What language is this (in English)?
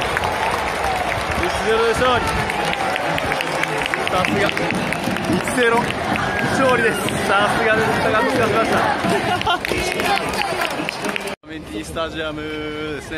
Japanese